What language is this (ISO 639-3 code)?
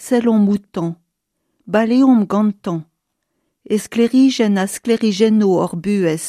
bre